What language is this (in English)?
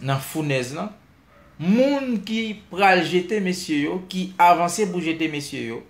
Haitian Creole